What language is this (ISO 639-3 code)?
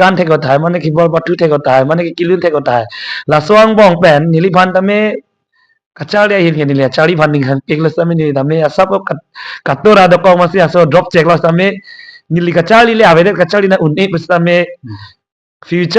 mjw